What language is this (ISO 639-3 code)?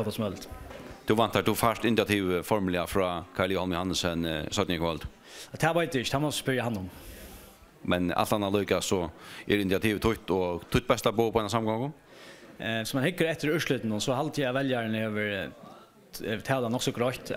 fao